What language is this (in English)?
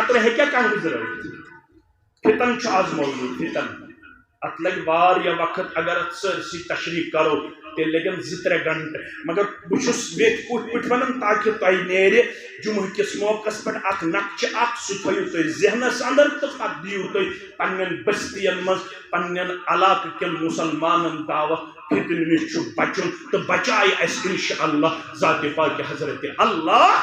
Kashmiri